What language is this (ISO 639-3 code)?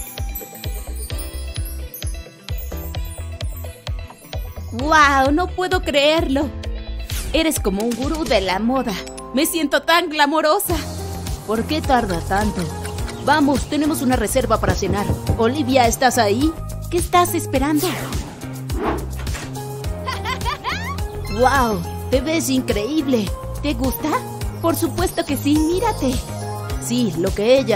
spa